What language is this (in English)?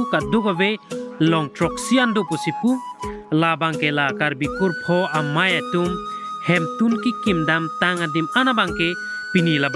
Karbi